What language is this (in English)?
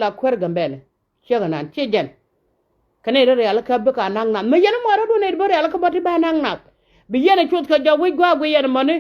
Nuer